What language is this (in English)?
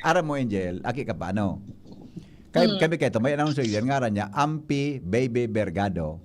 Bikol